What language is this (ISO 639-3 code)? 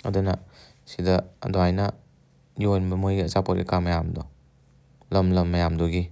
mni